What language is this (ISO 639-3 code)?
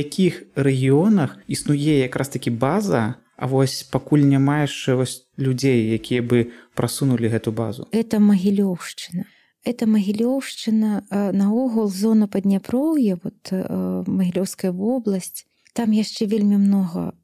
bel